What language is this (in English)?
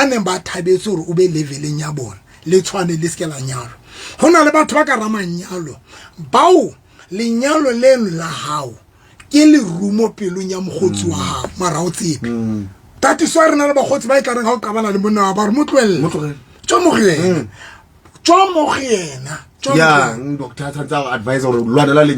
Southern Sotho